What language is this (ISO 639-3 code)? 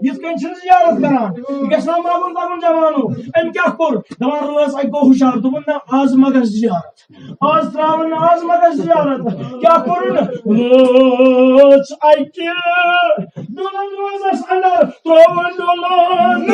kas